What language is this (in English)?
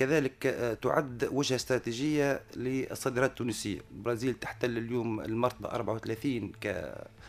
Tunisian Arabic